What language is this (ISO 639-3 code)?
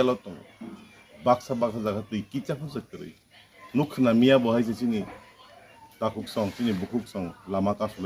trp